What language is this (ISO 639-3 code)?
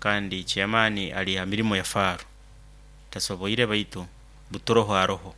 nyo